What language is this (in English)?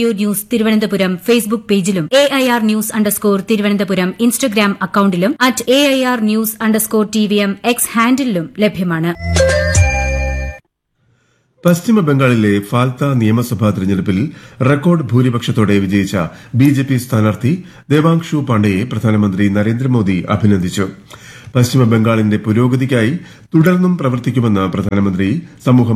Malayalam